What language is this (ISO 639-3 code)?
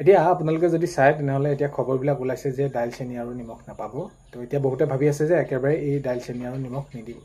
asm